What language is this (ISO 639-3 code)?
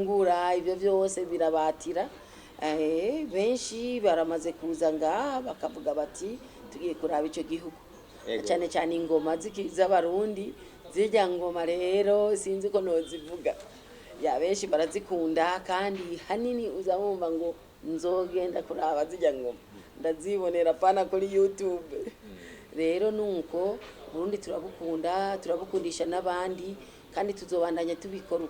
run